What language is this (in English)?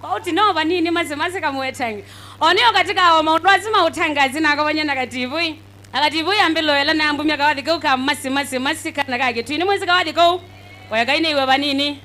Kamba